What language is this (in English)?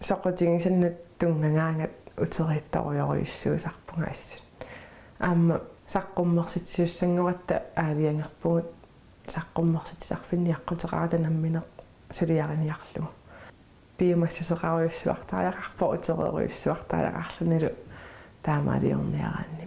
Kalaallisut